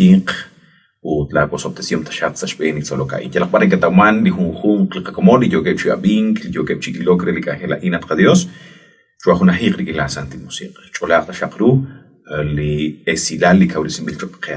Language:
Kekchí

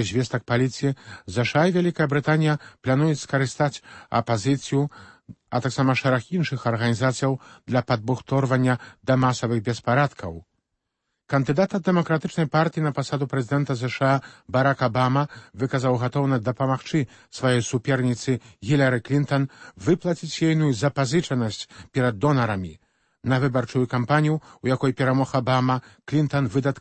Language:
Belarusian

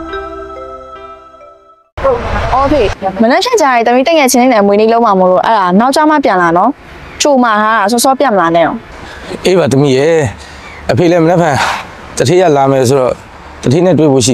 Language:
Burmese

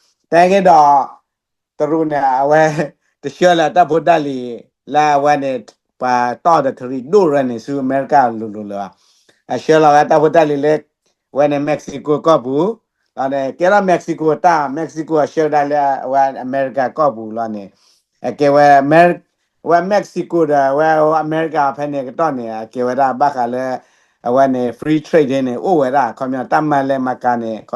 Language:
S'gaw Karen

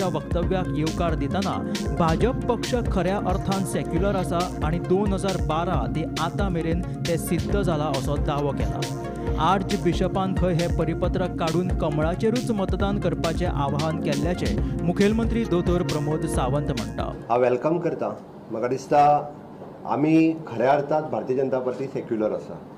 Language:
Konkani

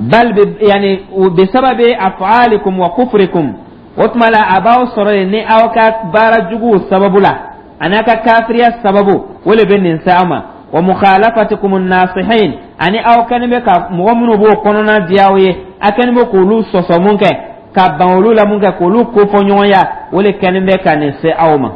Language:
Dyula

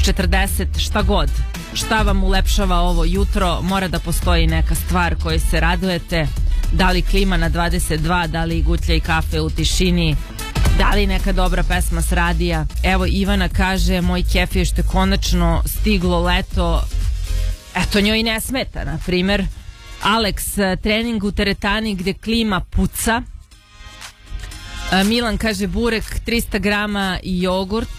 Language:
Serbian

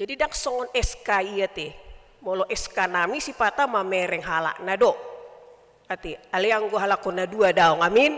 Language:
Batak Toba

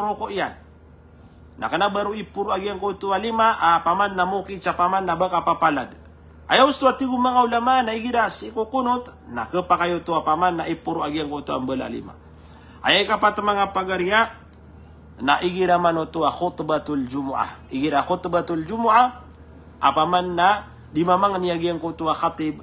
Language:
Maranao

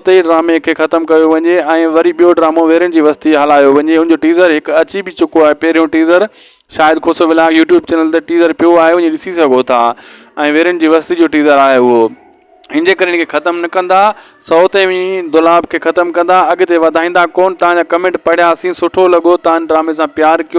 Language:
Sindhi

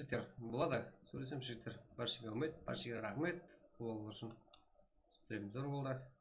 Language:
Kara-Kalpak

